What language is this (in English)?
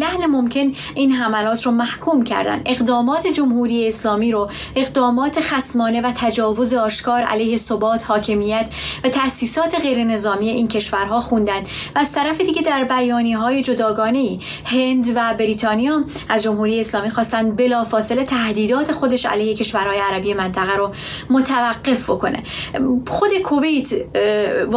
Persian